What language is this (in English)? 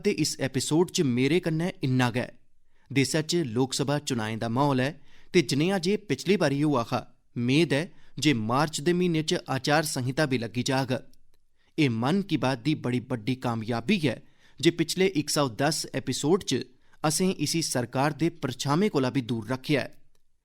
Dogri